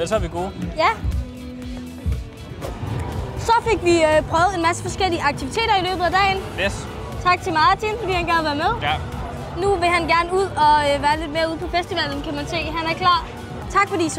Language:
Danish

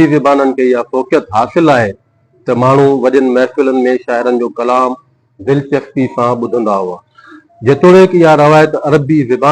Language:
Sindhi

